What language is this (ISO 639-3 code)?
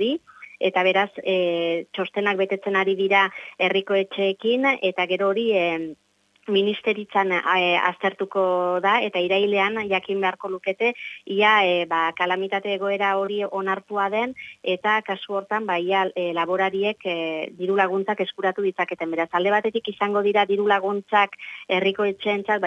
eus